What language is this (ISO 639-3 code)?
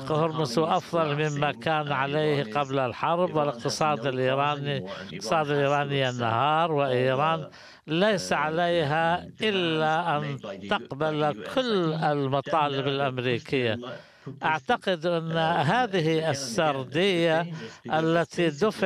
ara